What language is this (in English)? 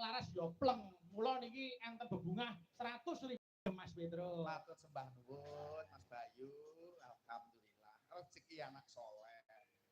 Javanese